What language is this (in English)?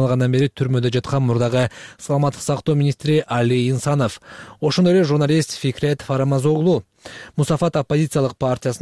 Kyrgyz